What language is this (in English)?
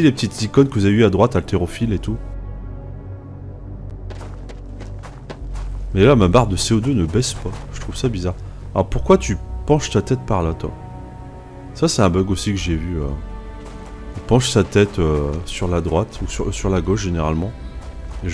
French